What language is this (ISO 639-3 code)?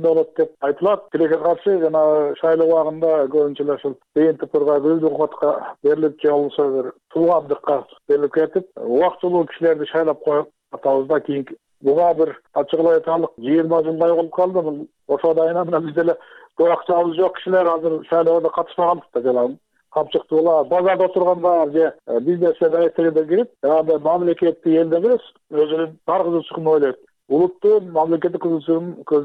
kir